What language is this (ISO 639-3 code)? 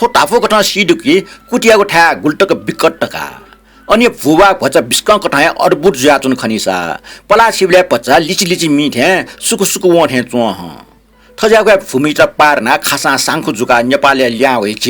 new